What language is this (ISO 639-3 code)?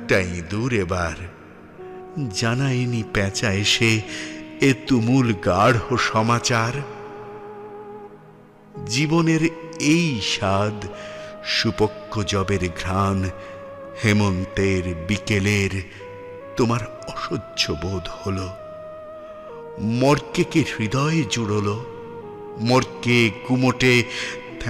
ben